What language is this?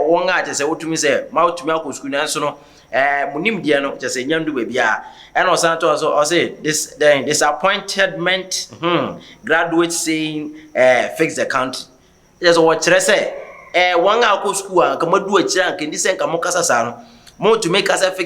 Akan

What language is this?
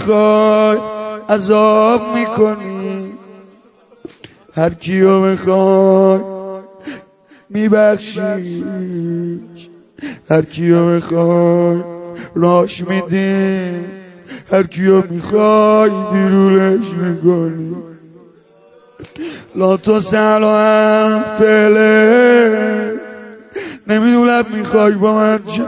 Persian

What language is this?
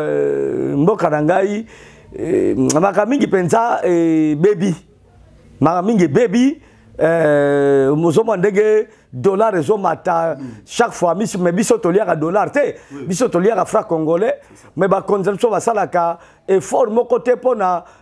Lingala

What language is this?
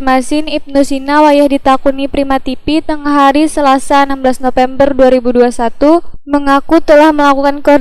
Banjar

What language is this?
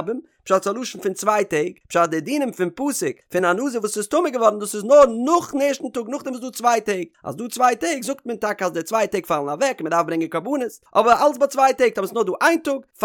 Yiddish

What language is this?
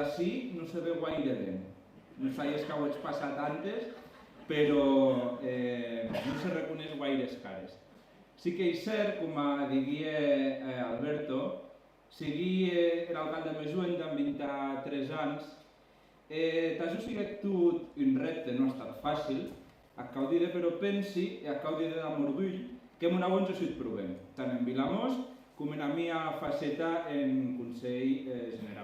Occitan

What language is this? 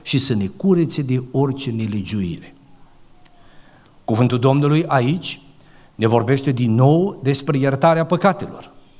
Romanian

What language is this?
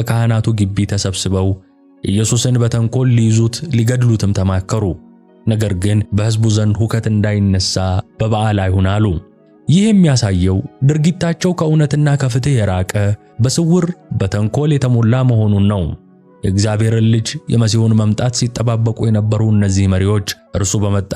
Amharic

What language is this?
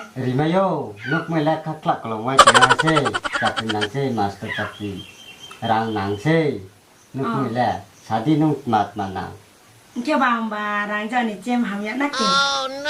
Riang (India)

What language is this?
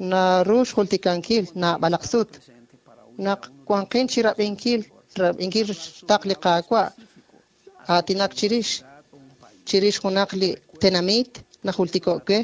Kekchí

